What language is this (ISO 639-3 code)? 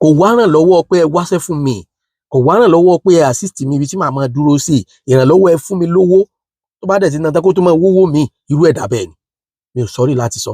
yor